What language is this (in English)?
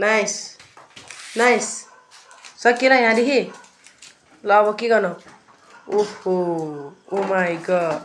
Nepali